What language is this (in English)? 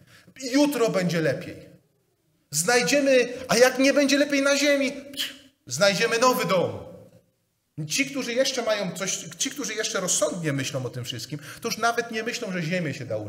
Polish